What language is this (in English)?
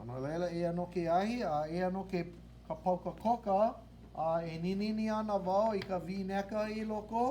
Hawaiian